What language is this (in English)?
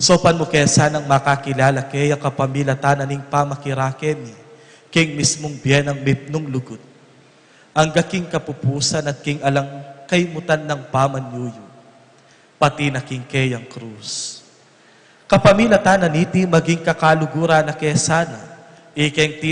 Pampanga